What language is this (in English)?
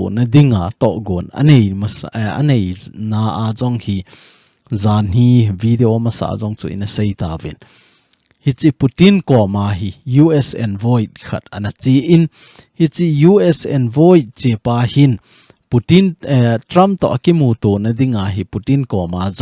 Thado Chin